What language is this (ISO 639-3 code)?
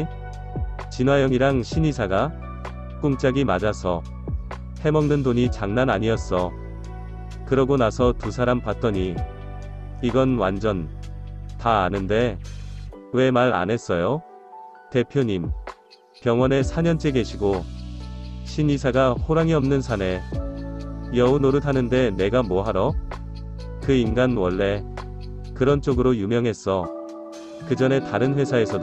kor